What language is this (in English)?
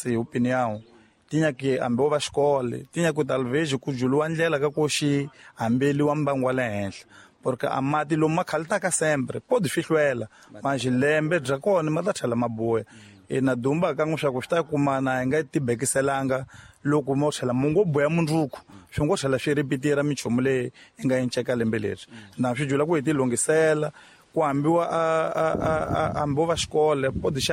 Tsonga